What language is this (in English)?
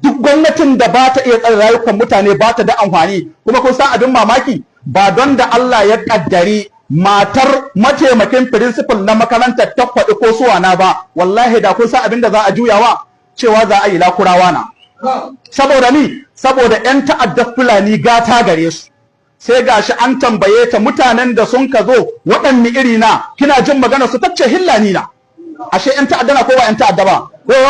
Hausa